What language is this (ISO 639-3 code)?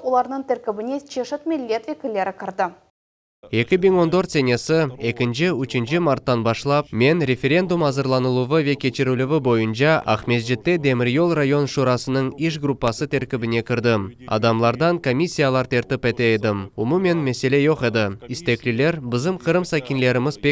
crh